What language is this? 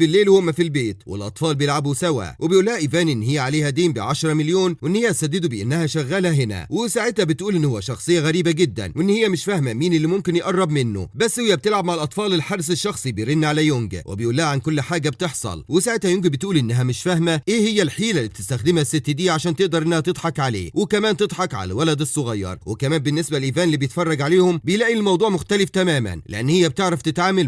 Egyptian Arabic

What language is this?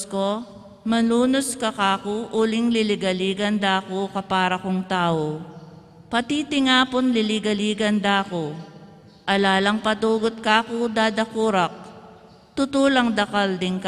Pampanga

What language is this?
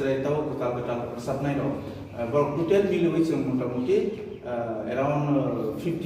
Kok Borok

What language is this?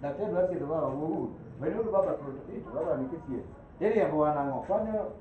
Luo (Kenya and Tanzania)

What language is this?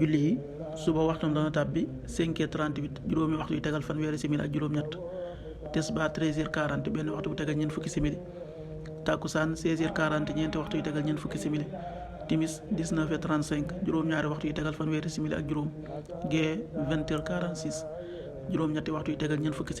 Wolof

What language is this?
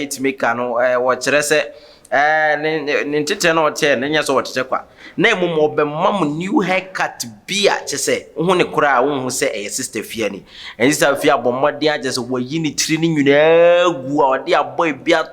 Akan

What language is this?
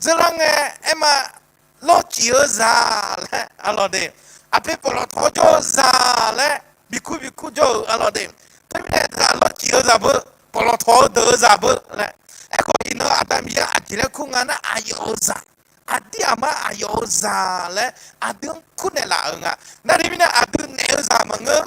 Akha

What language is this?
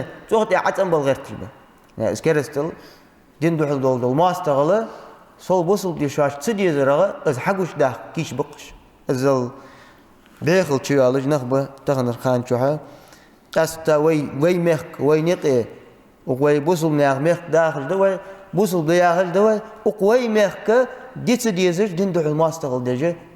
Ingush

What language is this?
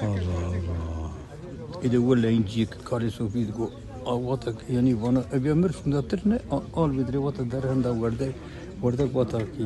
Kurdish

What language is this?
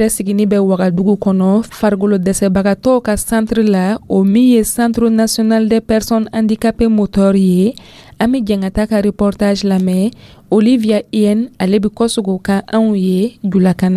Dyula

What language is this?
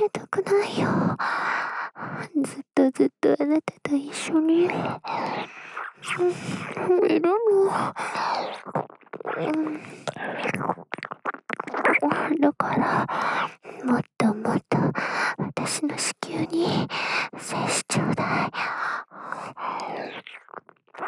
Japanese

